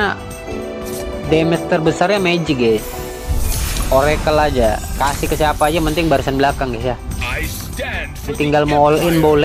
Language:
Indonesian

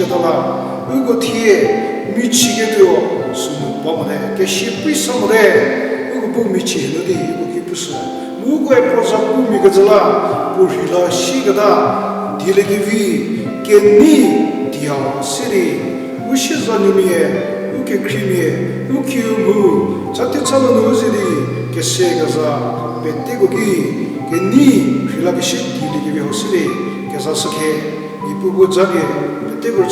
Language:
Angami Naga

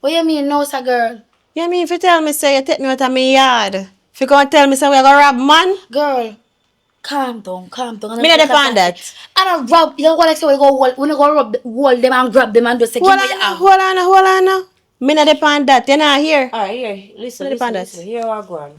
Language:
Jamaican Creole English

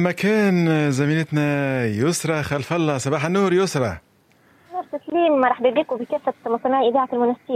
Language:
Tunisian Arabic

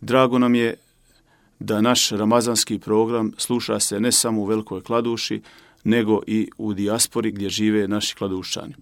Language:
Bosnian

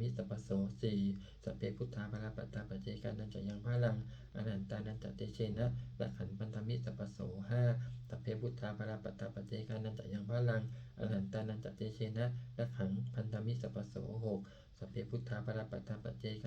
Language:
Pali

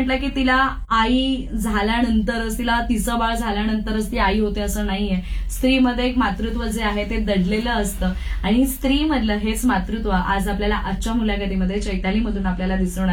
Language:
Marathi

